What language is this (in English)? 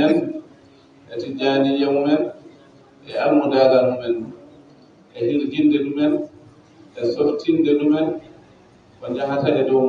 Fula